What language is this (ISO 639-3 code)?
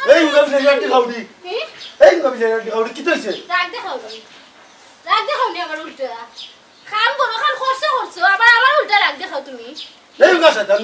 syl